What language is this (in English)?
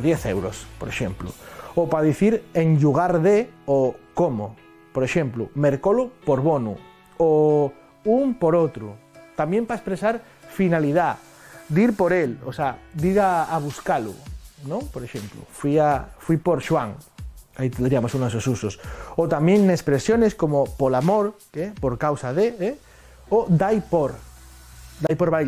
Asturian